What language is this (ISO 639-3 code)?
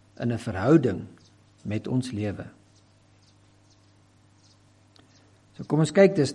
afr